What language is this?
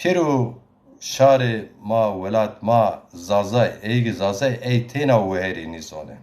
Zaza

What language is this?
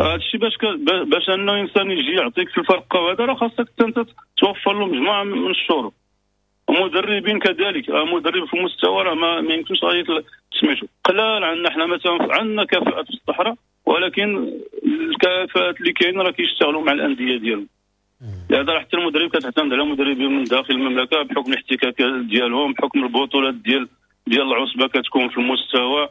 Moroccan Arabic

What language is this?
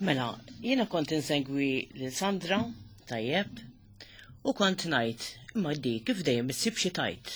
Maltese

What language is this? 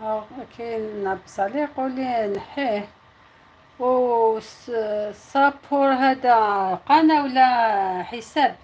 Algerian Arabic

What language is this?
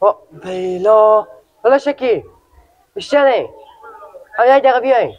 Persian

